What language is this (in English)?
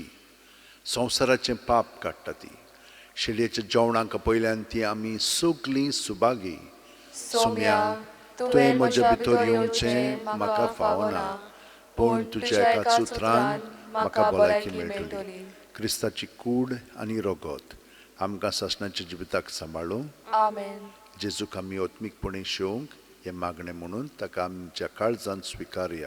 Konkani